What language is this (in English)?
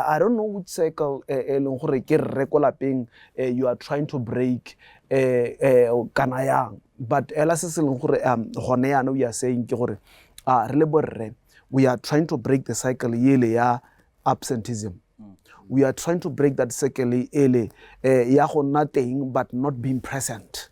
Tswana